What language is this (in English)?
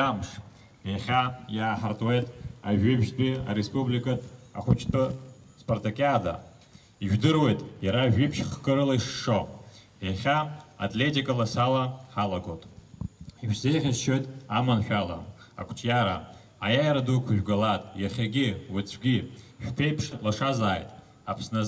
Abkhazian